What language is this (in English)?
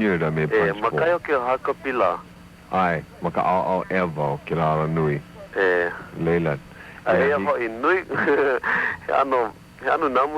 Hawaiian